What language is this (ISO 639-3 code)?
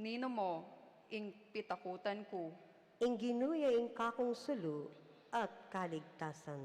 pam